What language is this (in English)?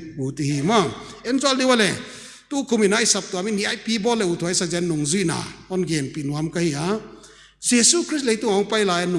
Paite Chin